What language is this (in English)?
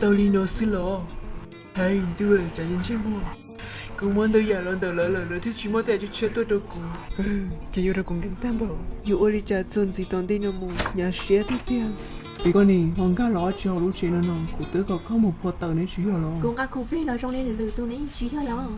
Hmong